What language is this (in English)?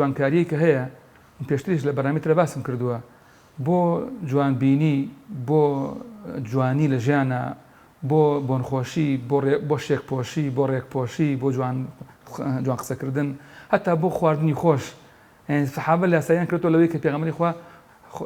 Central Kurdish